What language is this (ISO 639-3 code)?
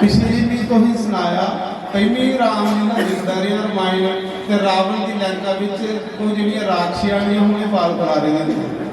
doi